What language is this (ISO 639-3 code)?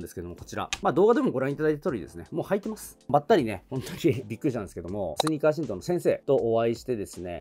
jpn